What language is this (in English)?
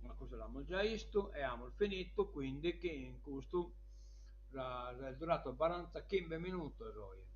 Sardinian